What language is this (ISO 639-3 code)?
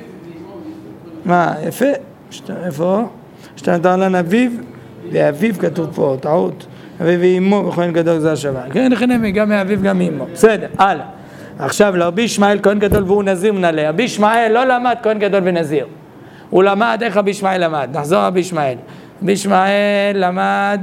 heb